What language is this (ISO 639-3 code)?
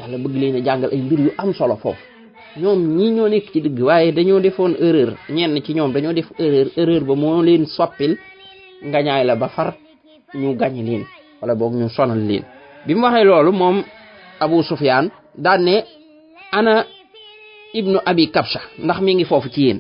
wol